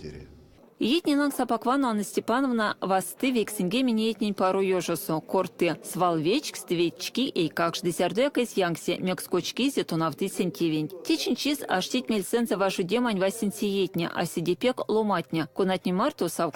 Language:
Erzya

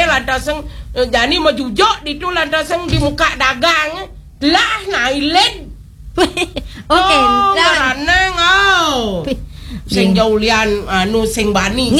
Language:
Balinese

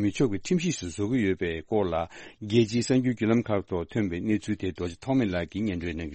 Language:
Tibetan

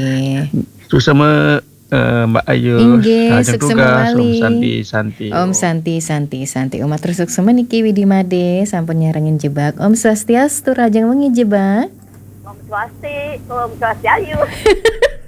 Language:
Balinese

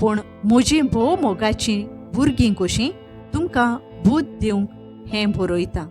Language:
Konkani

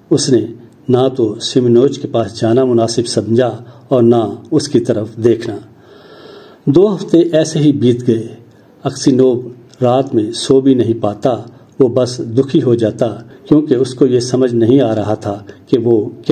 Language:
Urdu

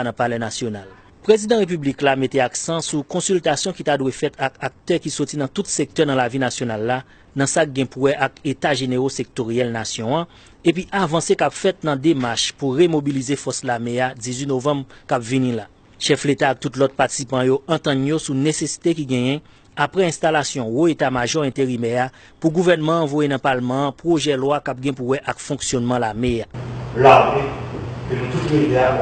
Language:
Haitian Creole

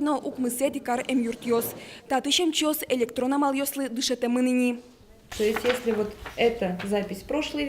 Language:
Udmurt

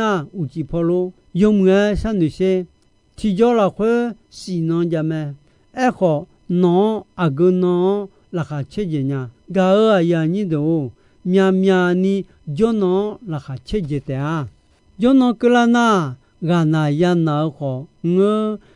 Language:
Akha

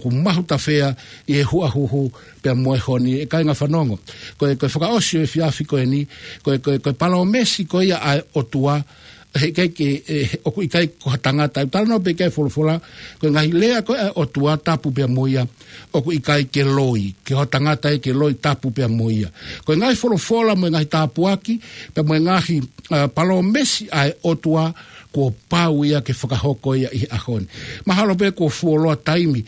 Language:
Tongan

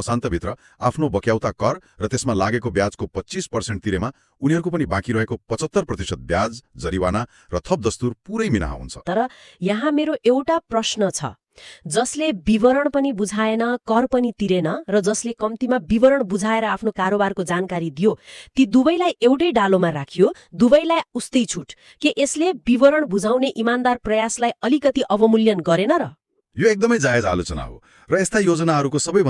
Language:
Nepali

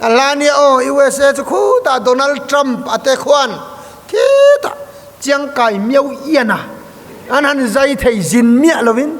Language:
Mizo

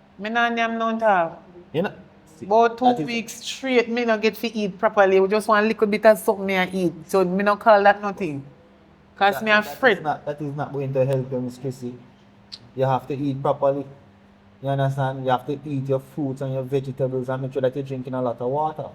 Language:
Jamaican Creole English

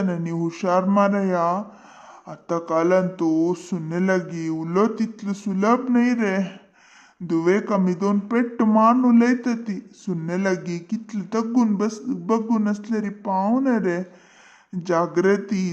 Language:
Konkani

